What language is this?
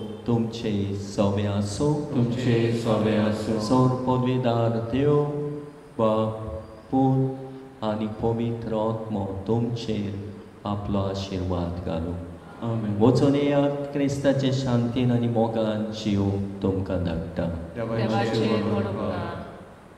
Konkani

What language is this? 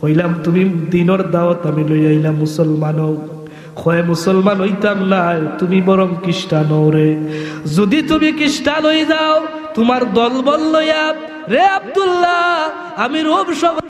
Sylheti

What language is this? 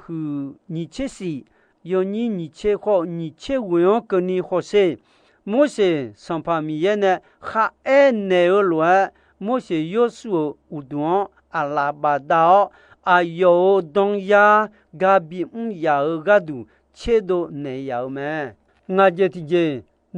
Akha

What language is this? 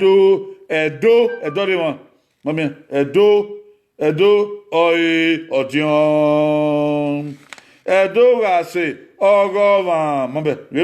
Bini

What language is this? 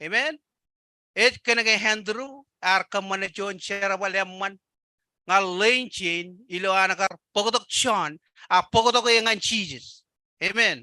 Marshallese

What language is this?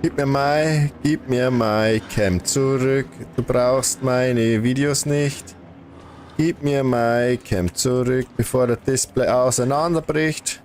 Bavarian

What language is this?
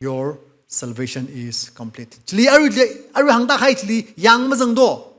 Tangkhul Naga (India)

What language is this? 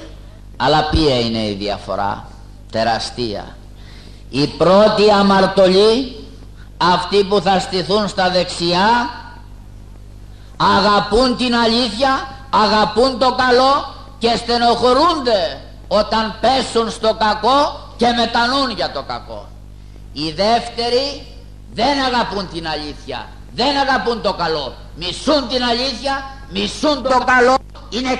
Greek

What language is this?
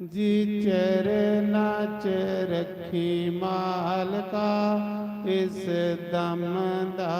Dogri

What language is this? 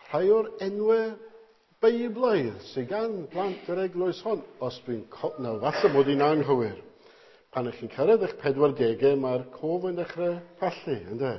Welsh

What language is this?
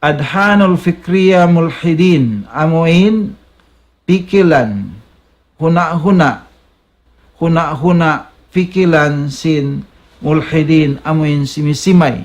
Tausug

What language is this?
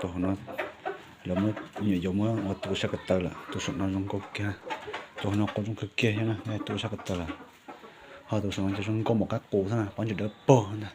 Hmong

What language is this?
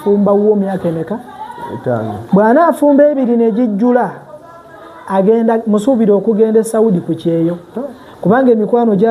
Ganda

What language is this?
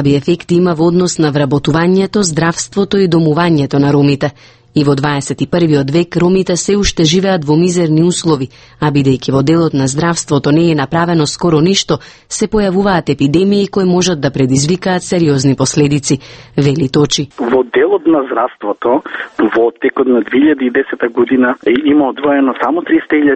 Macedonian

